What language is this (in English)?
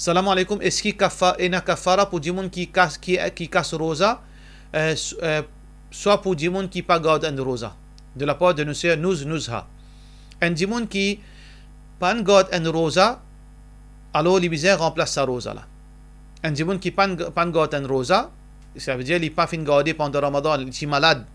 Morisyen